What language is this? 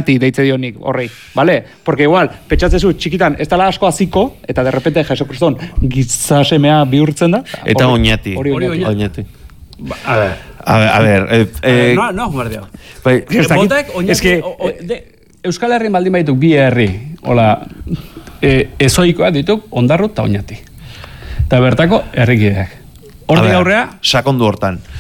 Basque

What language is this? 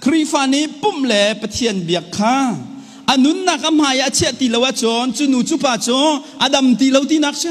Hakha Chin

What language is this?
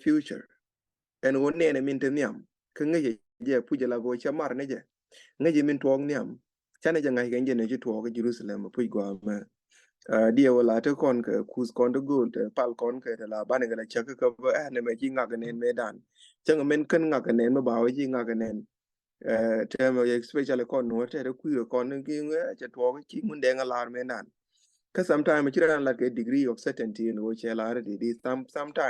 Nuer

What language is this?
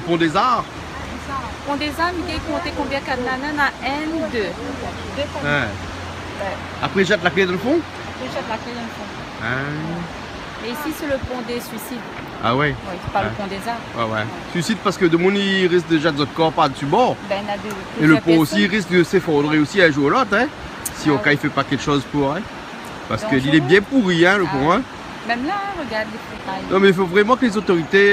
Réunion Creole French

